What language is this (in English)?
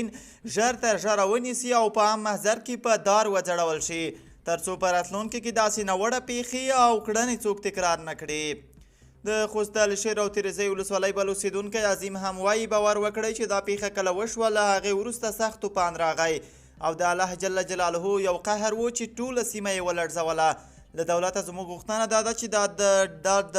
Pashto